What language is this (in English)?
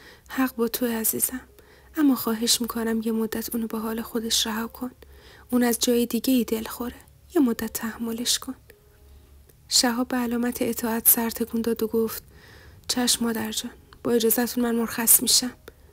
Persian